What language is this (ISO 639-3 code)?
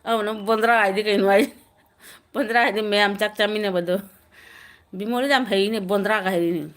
mni